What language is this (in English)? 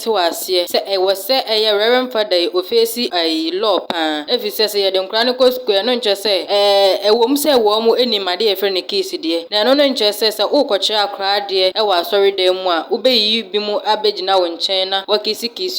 Akan